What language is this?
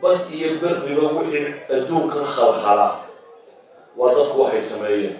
Somali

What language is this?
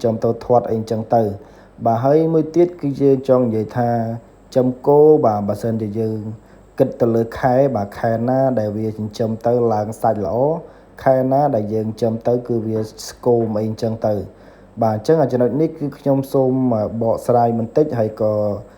Khmer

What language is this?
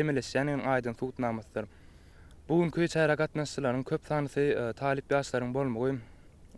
Turkmen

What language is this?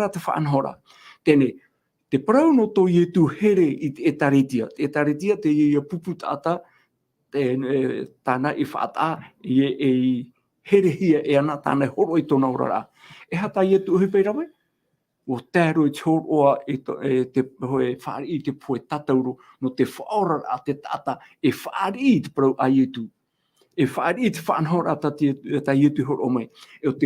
Tahitian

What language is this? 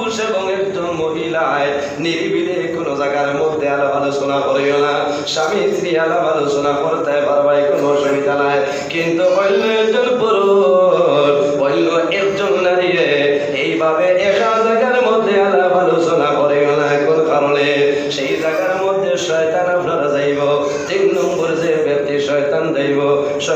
Sylheti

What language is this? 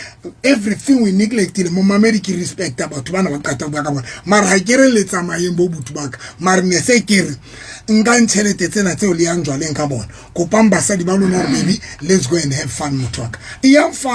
Southern Sotho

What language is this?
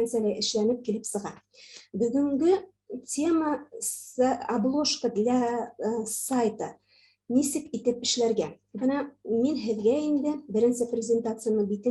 Bashkir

